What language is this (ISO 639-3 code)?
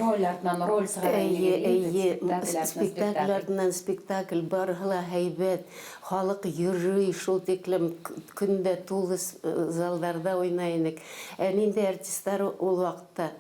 bak